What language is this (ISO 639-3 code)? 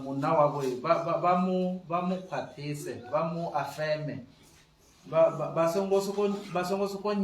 ven